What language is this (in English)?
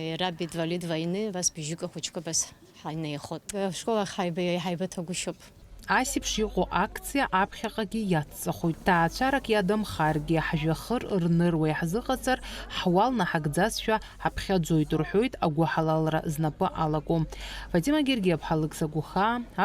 Abkhazian